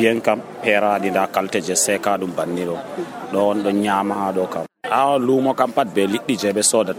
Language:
Nigerian Fulfulde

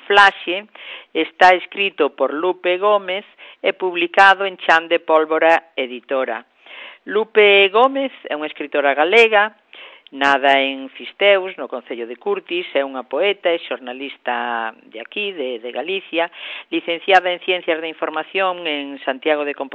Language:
Galician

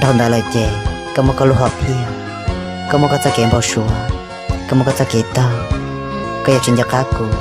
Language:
Hmong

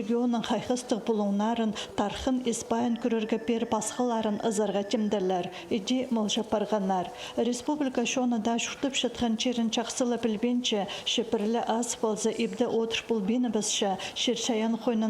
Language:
Khakas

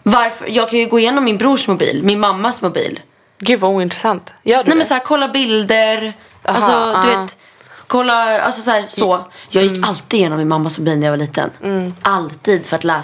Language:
Swedish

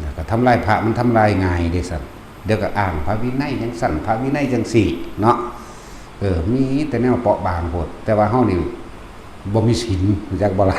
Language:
Northeastern Thai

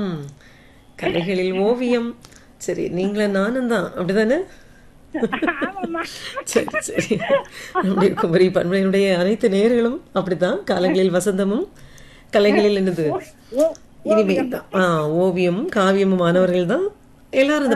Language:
Tamil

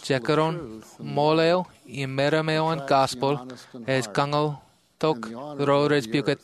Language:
Marshallese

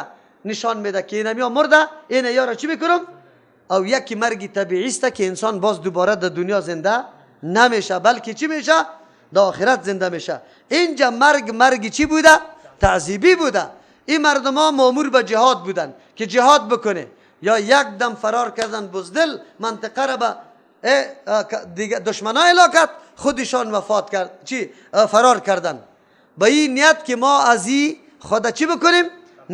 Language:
Persian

